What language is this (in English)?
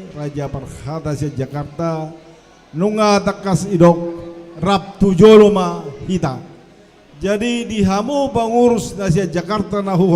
Batak Toba